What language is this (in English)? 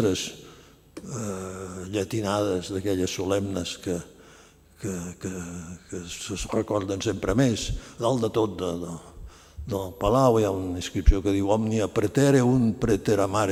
Catalan